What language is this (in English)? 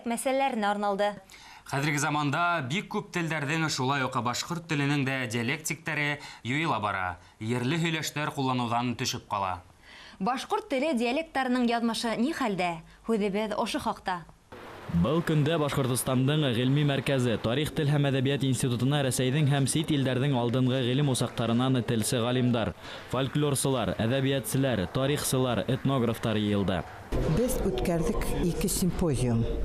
Bashkir